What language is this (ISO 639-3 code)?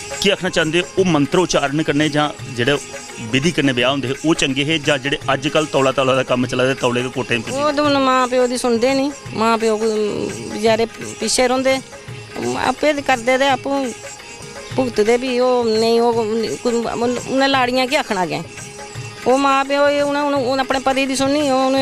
doi